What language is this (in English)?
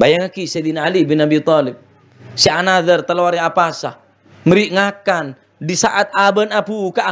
Madurese